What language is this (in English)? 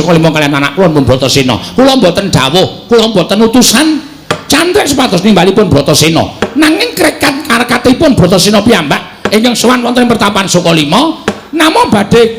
Javanese